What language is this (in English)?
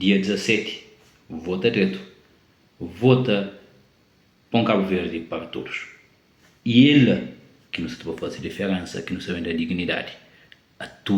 Kabuverdianu